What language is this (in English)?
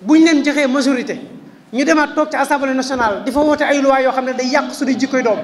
Wolof